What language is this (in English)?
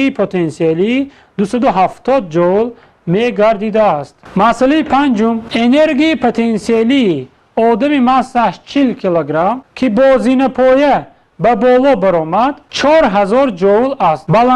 Tajik